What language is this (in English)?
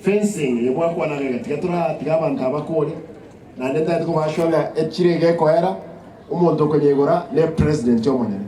Gusii